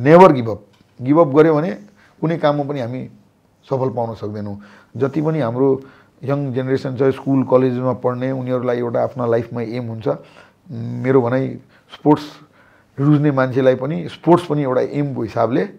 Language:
Nepali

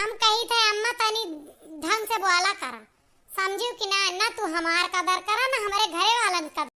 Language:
Awadhi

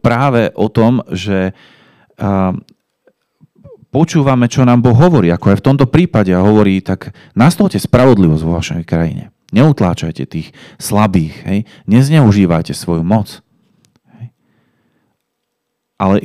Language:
Slovak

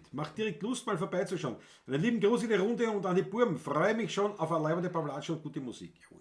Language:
Bavarian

